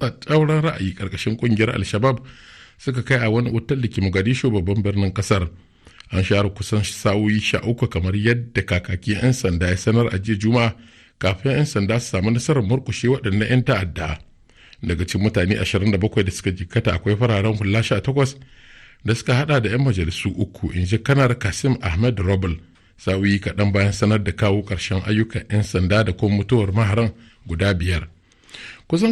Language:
Hausa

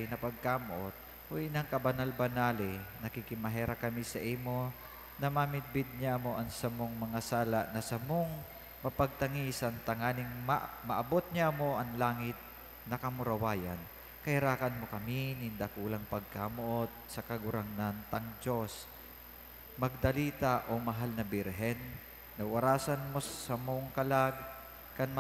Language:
Bikol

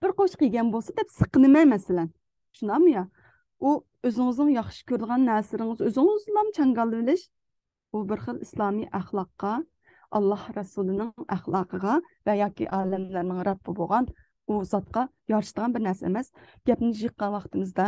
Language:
Uyghur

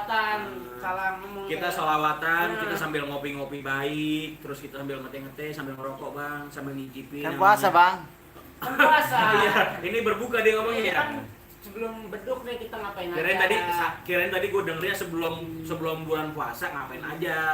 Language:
Betawi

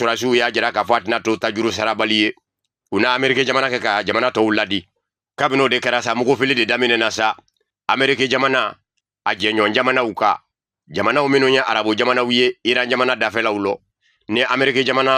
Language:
Bambara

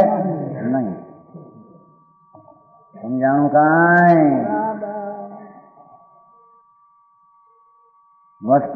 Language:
Gujarati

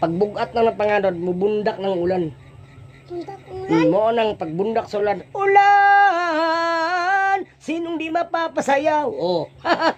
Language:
Cebuano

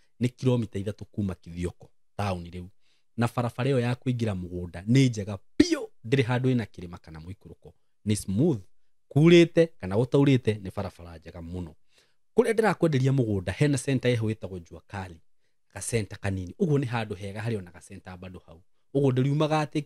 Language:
Kikuyu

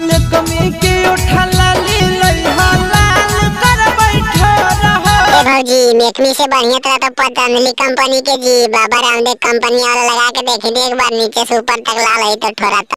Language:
Magahi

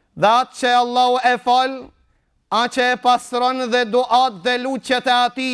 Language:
Albanian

